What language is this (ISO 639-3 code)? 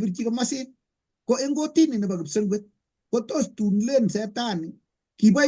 kln